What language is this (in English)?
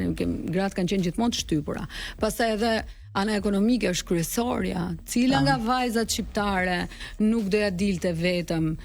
Albanian